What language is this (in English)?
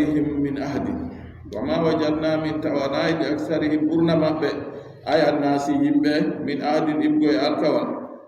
Adamawa Fulfulde